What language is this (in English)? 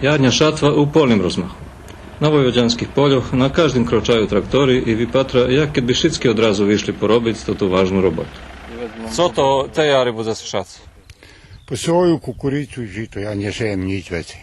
Rusyn